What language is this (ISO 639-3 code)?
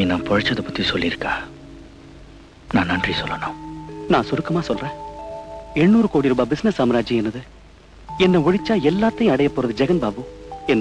tam